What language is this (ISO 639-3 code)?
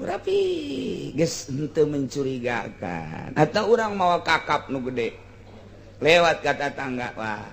sun